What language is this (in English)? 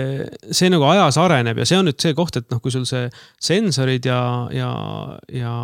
Estonian